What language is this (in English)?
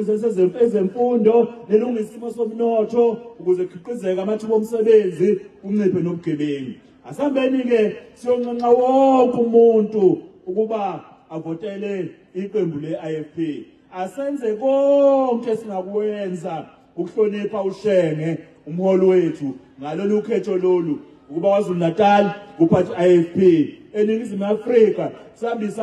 Zulu